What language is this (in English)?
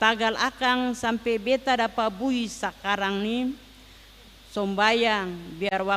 Ambonese Malay